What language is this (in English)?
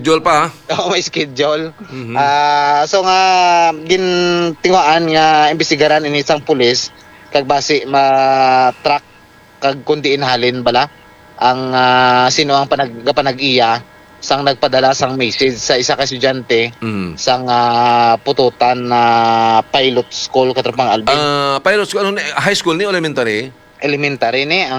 Hiligaynon